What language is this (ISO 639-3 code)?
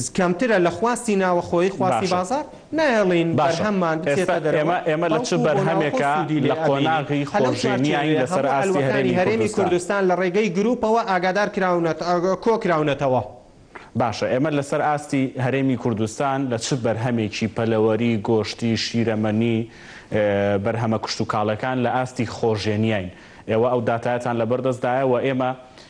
ckb